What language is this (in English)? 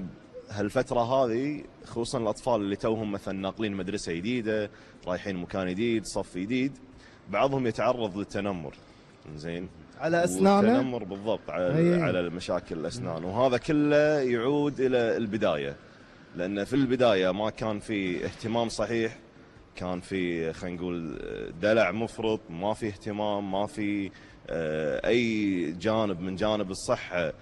Gulf Arabic